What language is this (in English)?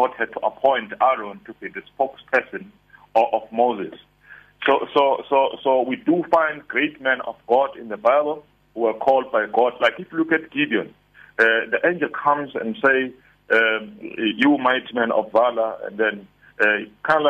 English